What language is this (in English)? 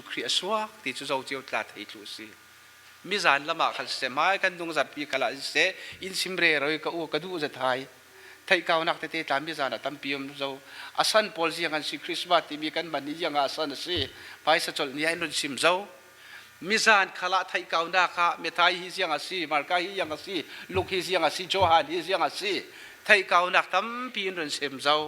Falam Chin